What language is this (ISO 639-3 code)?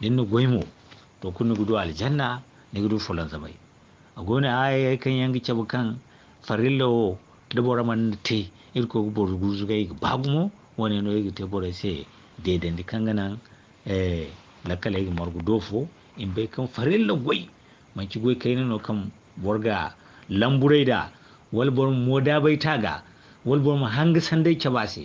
dje